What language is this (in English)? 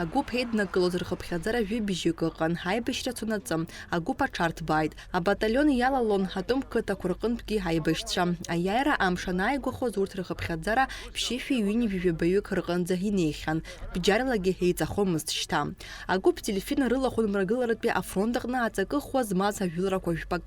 Abkhazian